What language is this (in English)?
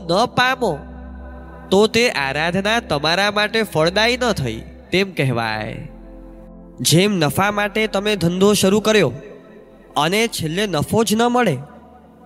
Gujarati